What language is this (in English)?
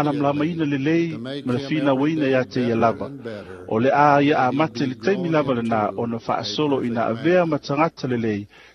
Samoan